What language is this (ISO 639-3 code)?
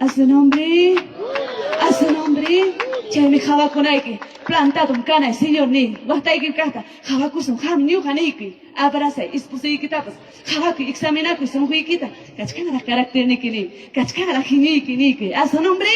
quy